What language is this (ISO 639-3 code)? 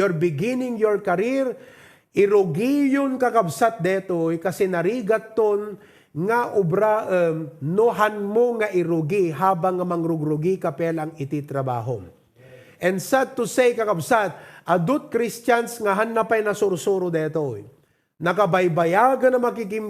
ilo